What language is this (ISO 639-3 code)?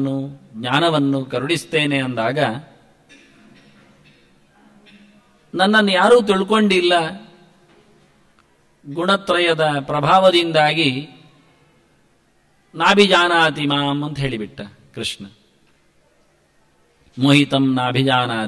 kan